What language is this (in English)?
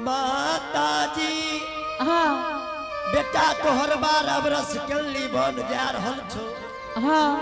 Angika